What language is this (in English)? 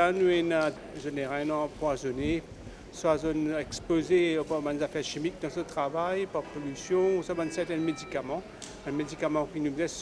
Morisyen